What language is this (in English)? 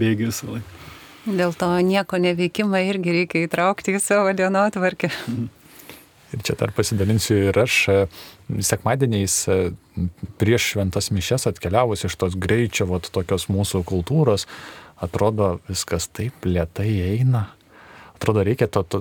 Lithuanian